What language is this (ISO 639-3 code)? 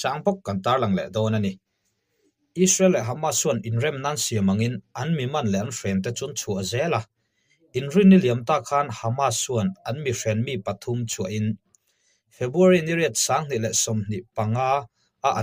lus